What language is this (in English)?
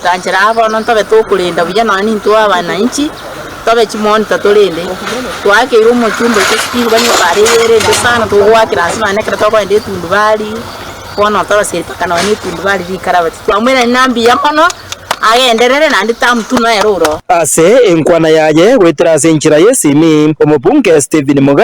Gusii